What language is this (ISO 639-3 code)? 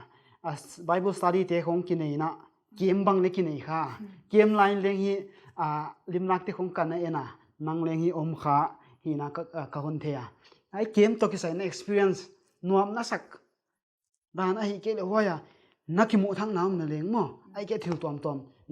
pck